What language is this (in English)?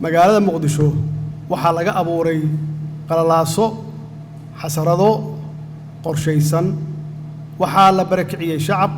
Somali